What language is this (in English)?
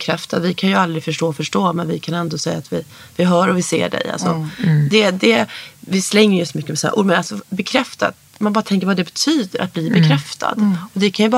Swedish